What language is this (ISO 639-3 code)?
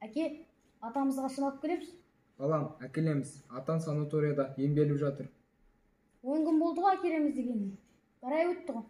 kaz